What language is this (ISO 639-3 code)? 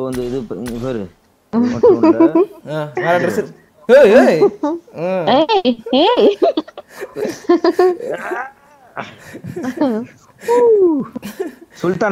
tam